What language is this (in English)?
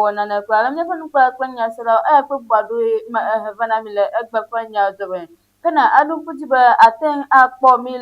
Ewe